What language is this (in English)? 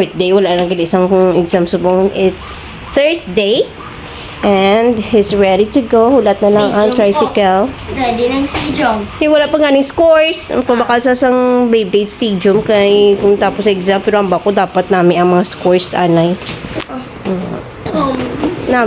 Hiligaynon